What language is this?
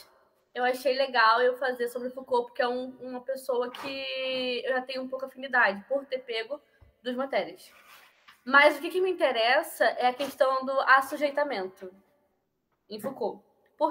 Portuguese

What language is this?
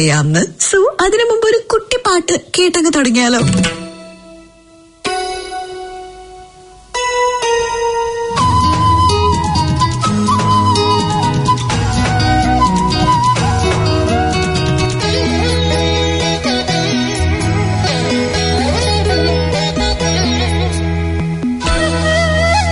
Malayalam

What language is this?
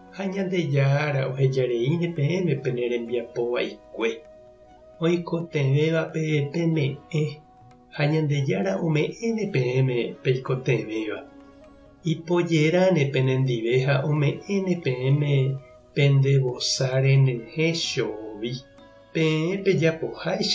Guarani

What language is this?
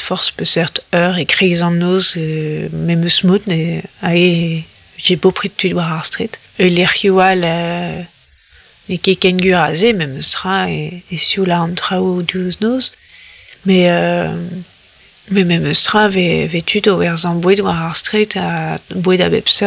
Breton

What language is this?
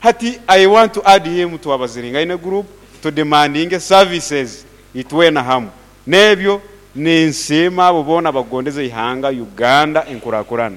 Nyankole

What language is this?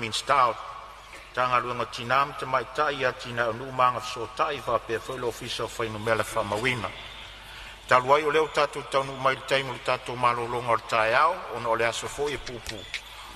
Samoan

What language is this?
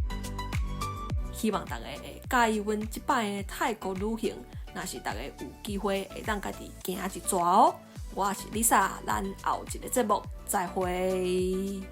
Min Nan Chinese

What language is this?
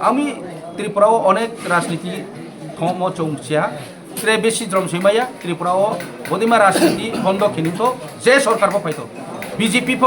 Kok Borok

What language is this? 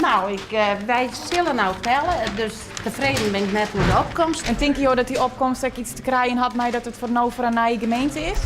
Western Frisian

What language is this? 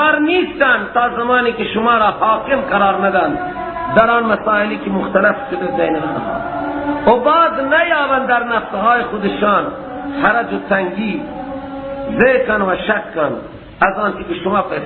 Persian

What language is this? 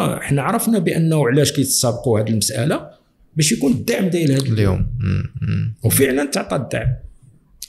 Moroccan Arabic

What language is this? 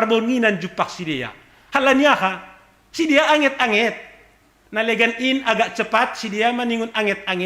Batak Simalungun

